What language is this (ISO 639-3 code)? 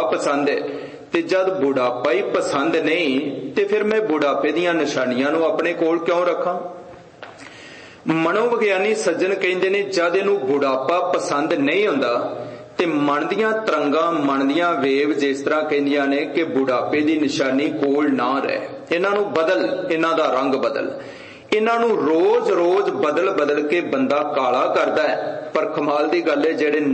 pan